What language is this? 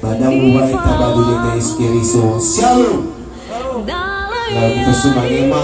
Nias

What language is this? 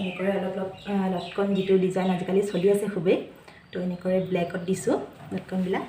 Assamese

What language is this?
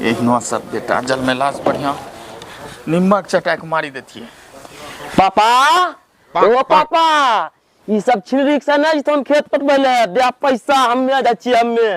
Maithili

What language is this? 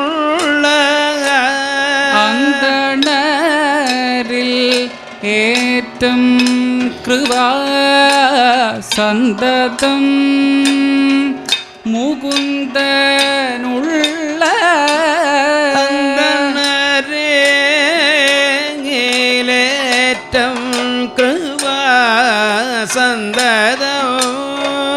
Malayalam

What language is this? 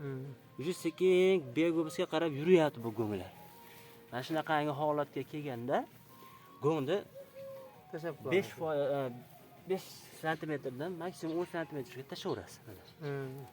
Uzbek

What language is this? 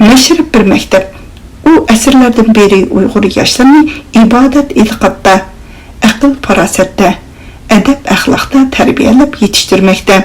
Uyghur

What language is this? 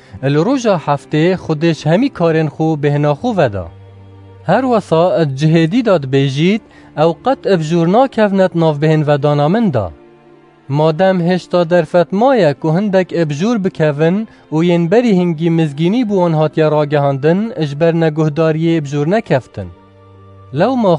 Kurdish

